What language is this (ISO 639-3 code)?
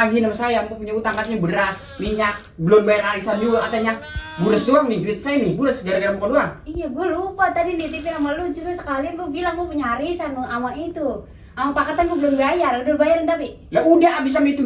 bew